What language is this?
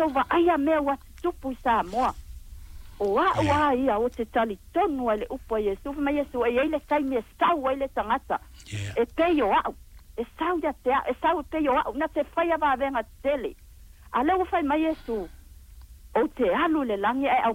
Samoan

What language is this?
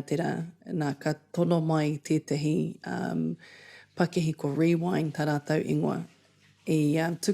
Māori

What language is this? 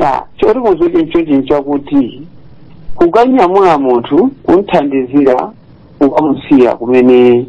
Nyanja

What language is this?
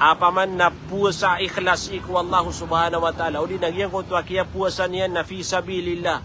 Maranao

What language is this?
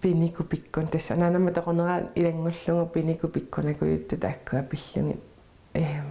Kalaallisut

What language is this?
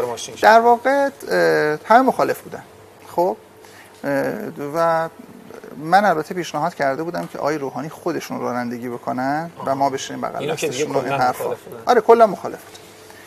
Persian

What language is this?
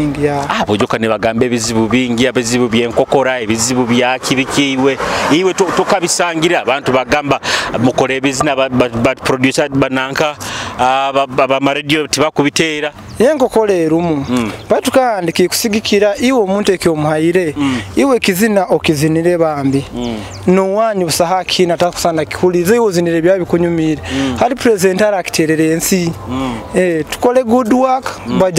Nyoro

